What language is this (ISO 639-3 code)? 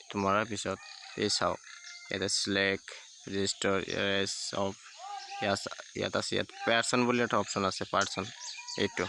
asm